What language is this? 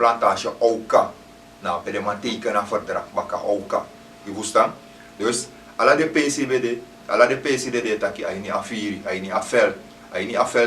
Sranan Tongo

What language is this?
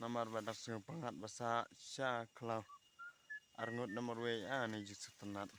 Khasi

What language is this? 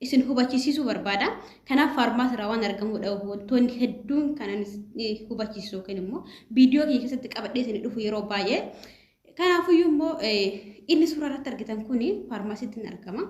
Oromo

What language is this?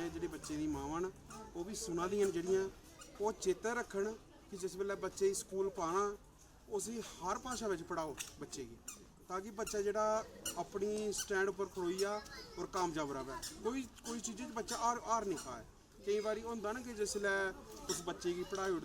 Dogri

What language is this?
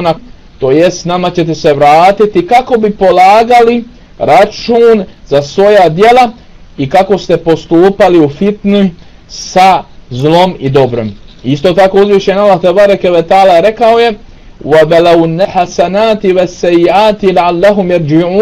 Bosnian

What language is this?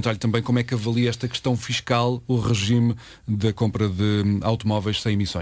Portuguese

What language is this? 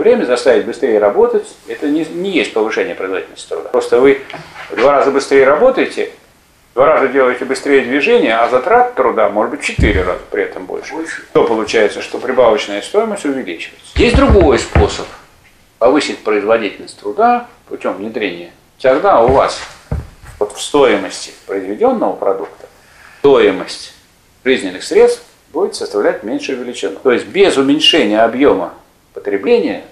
Russian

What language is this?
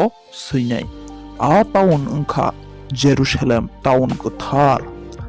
Kok Borok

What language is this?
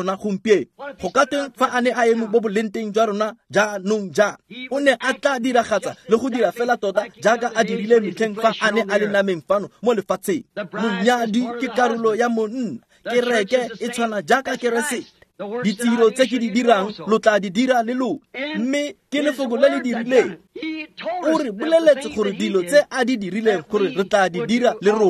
Tswana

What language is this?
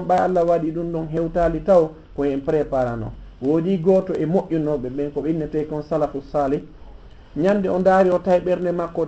Fula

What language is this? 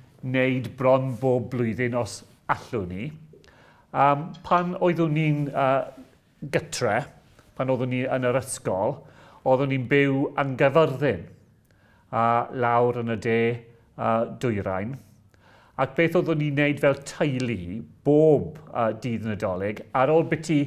Welsh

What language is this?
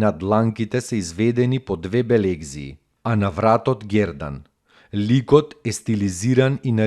Macedonian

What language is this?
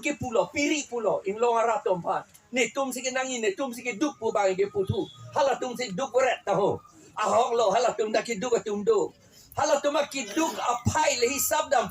Karbi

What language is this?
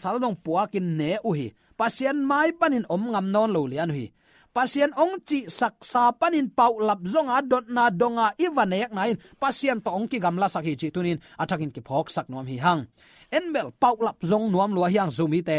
Tedim Chin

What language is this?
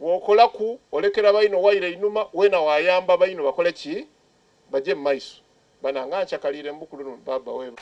Soga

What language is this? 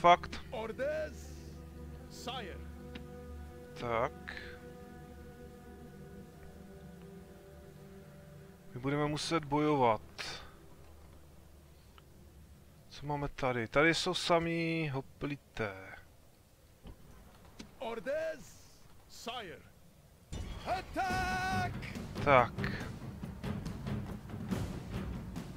Czech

